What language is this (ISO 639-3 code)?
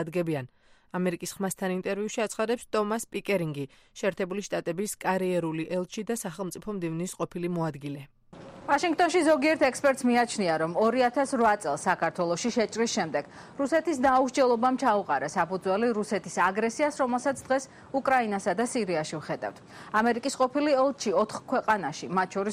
kat